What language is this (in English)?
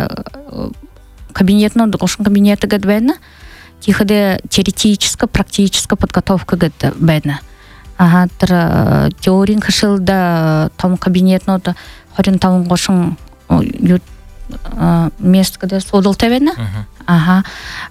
Buriat